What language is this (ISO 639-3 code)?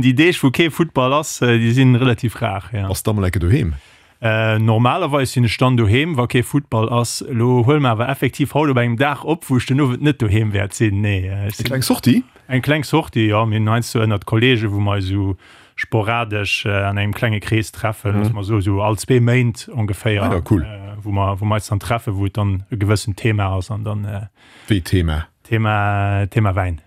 ltz